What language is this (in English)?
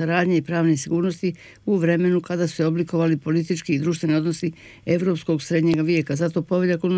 Bosnian